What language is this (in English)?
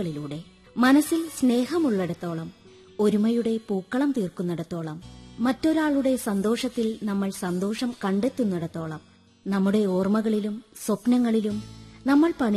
Malayalam